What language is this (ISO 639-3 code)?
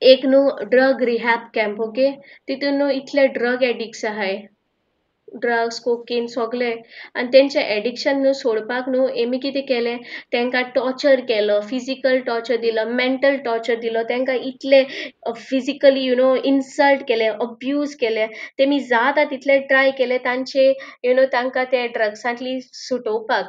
kok